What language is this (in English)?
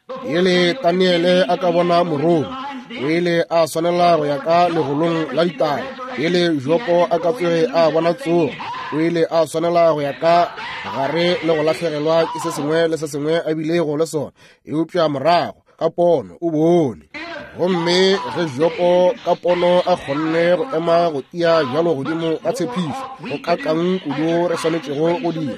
Northern Sotho